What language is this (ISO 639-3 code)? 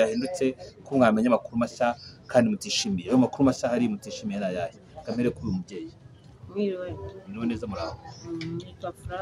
kin